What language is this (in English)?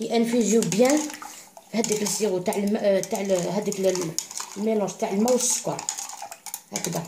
Algerian Arabic